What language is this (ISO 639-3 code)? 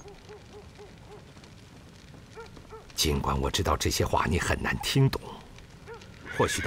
zho